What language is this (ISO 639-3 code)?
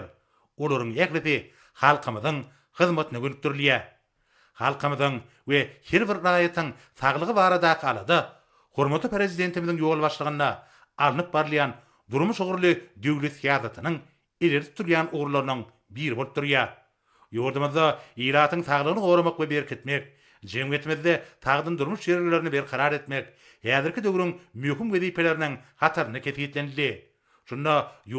tuk